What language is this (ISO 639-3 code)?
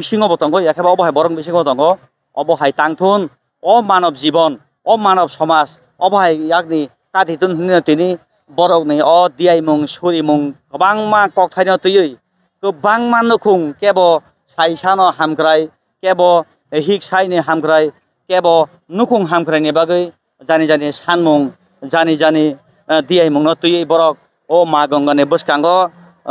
trp